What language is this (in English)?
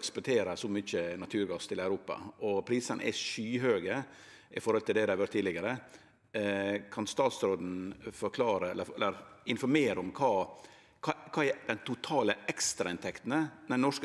Norwegian